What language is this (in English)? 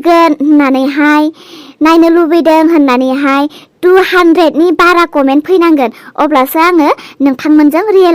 Bodo